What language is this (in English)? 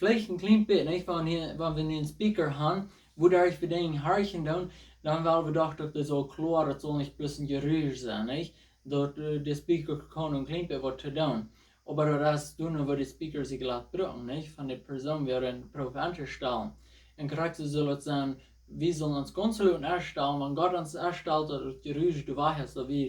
Plautdietsch